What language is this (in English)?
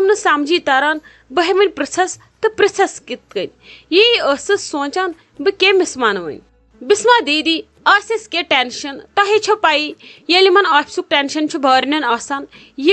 Kashmiri